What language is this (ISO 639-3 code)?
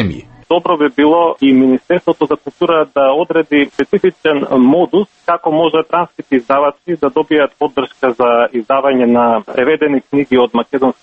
mkd